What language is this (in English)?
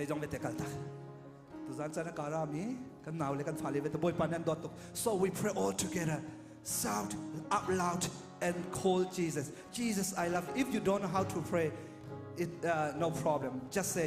Hakha Chin